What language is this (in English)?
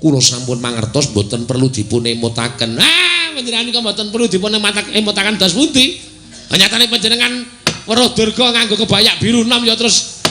Javanese